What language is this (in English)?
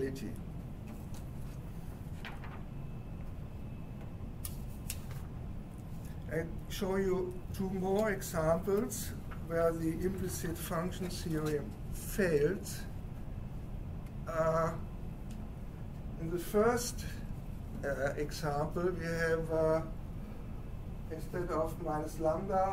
English